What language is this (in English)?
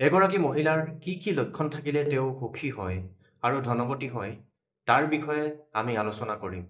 Assamese